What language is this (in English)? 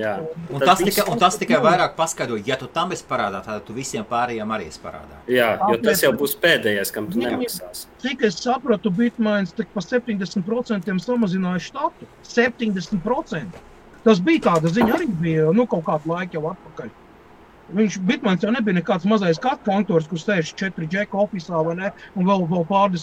Latvian